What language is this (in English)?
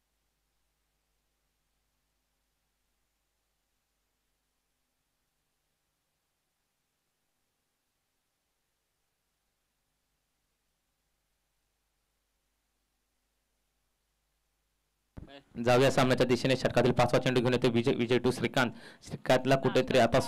Marathi